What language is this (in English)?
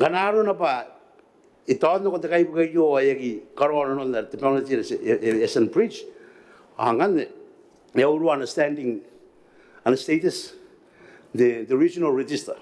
Gilbertese